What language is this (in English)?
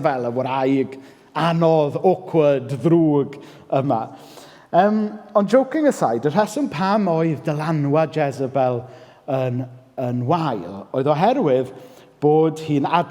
Welsh